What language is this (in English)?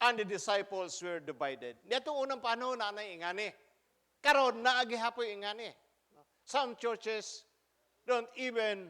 Cebuano